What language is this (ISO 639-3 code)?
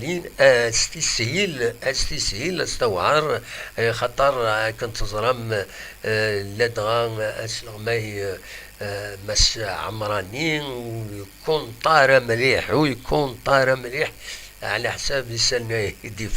kab